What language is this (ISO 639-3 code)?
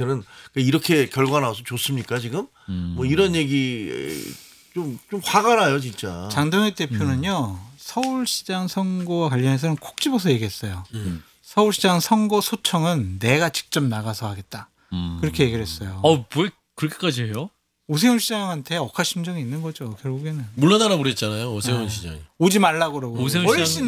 kor